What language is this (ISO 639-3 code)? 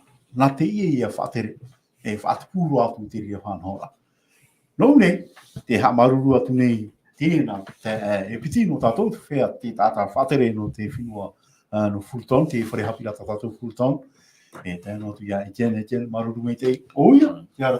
tah